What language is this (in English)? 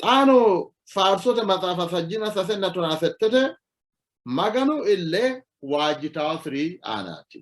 Sidamo